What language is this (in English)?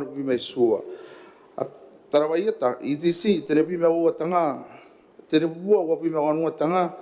Gilbertese